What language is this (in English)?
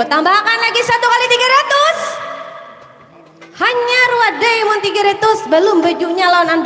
Banjar